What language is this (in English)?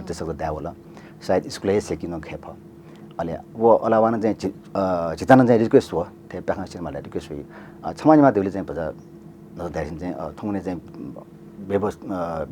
Newari